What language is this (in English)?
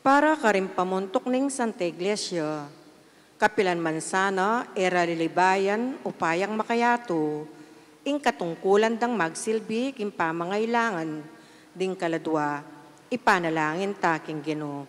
Pampanga